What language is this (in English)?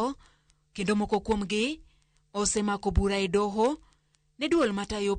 Luo (Kenya and Tanzania)